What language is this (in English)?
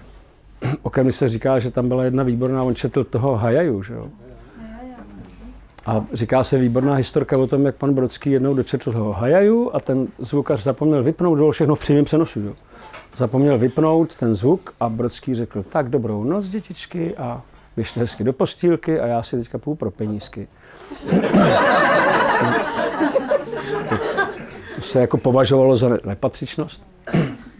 Czech